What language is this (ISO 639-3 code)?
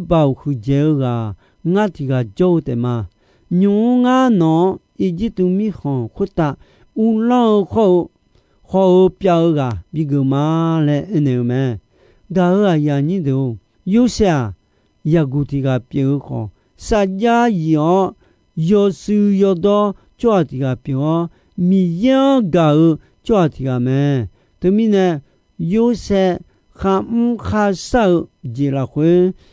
ahk